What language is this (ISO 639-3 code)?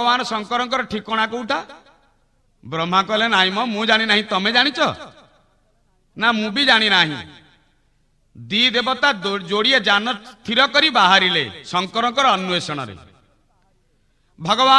ori